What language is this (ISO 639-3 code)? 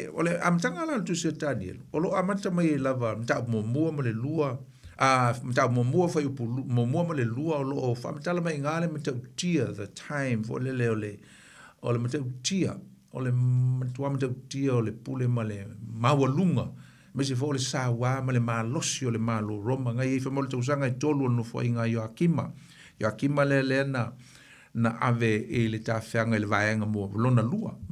smo